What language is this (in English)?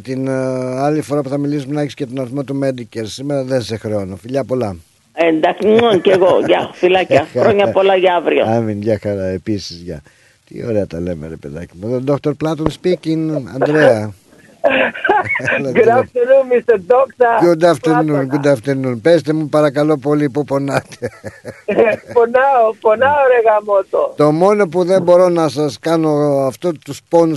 Greek